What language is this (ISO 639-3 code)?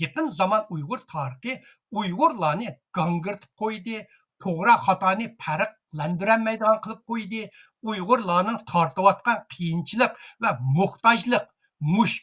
uig